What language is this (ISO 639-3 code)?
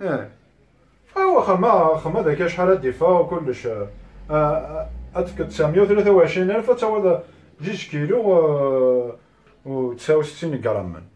kab